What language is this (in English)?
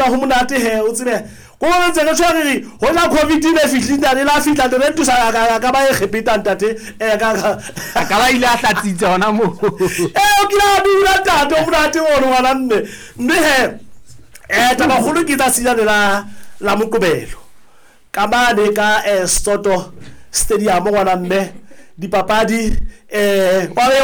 Southern Sotho